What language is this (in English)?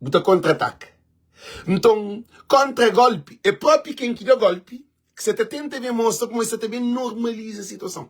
Kabuverdianu